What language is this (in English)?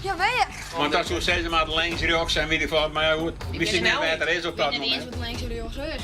Western Frisian